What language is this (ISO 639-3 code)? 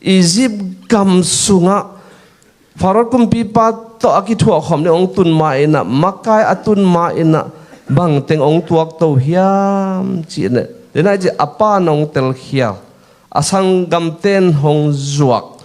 ctd